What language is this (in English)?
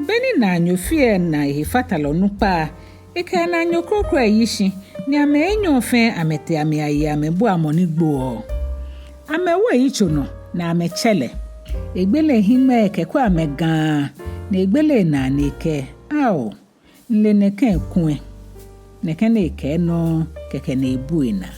Ga